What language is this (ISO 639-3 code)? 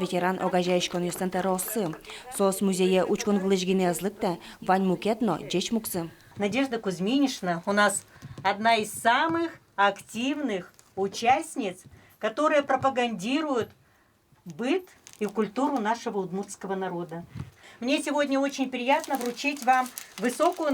udm